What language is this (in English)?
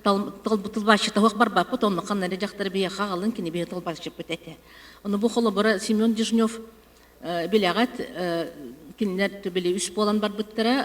Yakut